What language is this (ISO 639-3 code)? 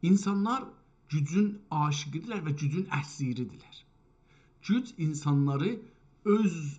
azb